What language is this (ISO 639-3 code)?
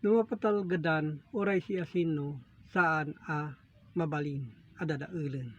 ilo